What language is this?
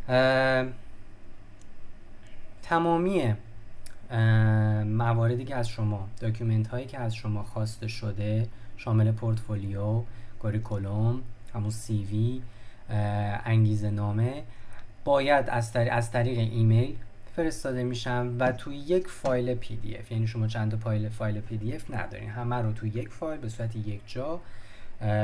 Persian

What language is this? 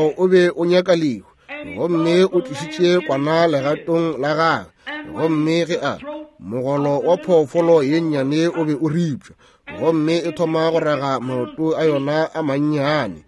Northern Sotho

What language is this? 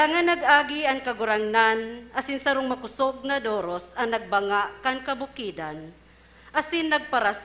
Bikol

